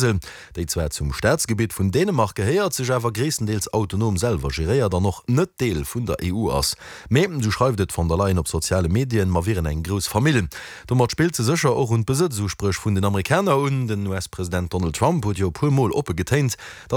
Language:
Luxembourgish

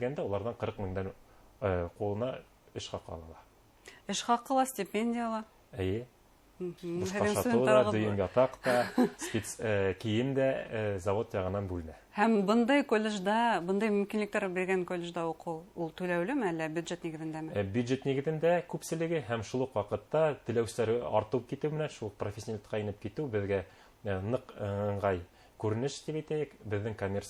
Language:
Bashkir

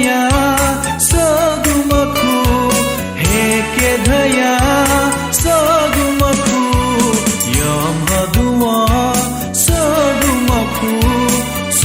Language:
Newari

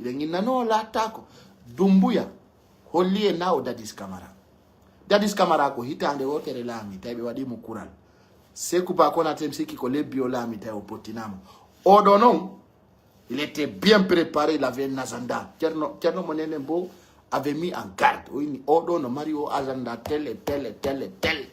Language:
Pular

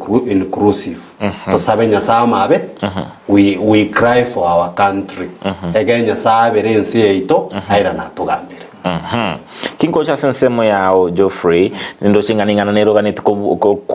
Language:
Gusii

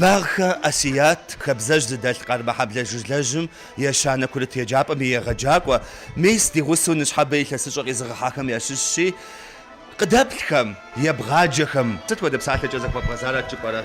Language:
Kabardian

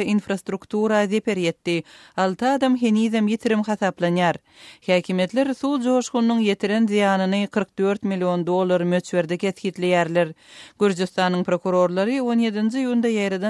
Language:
Turkmen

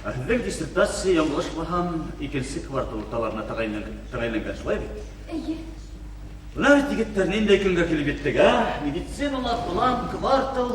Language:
Bashkir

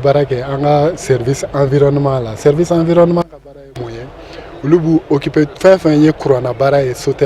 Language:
Bambara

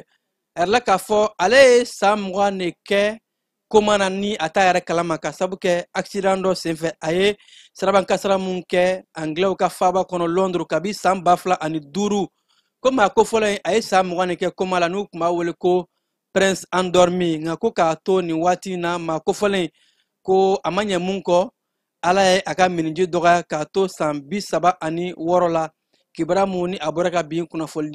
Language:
Bambara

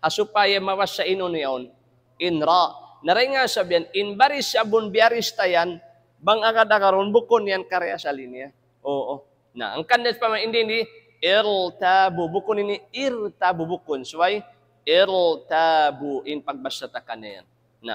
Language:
Tausug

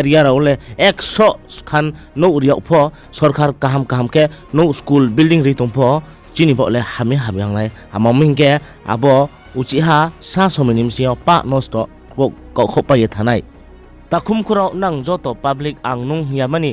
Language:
Riang (India)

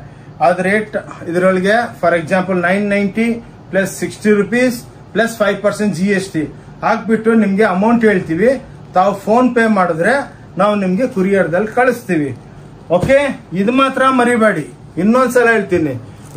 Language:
Kannada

